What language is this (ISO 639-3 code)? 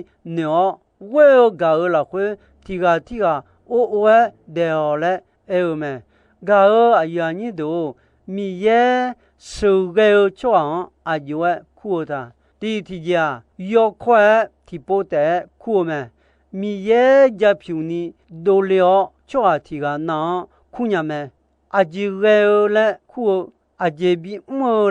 ahk